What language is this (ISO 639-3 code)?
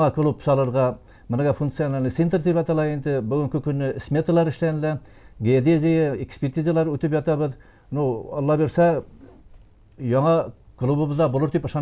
bak